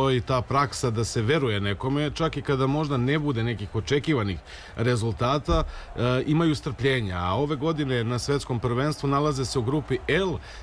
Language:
Serbian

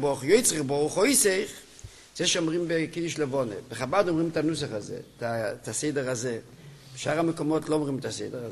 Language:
Hebrew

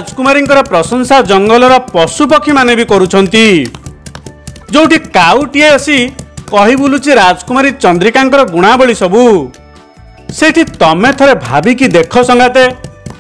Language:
Odia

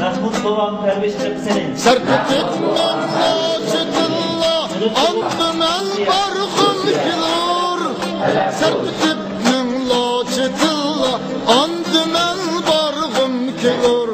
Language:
Uyghur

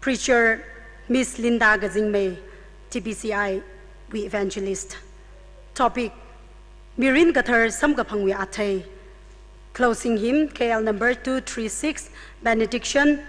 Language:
Tangkhul Naga (India)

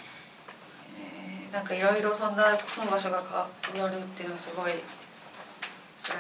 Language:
Japanese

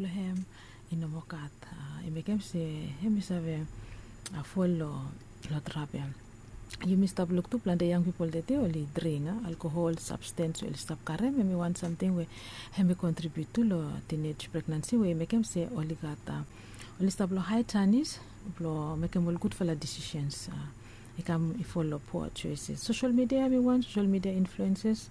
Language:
Bislama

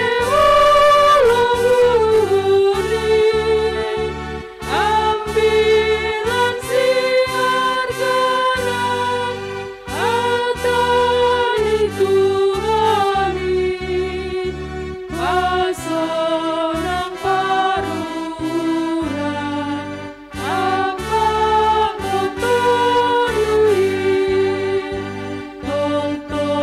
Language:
Batak Simalungun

